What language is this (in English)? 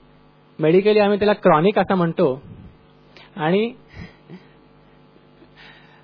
Marathi